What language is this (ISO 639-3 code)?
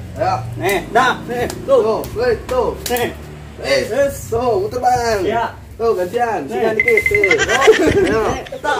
bew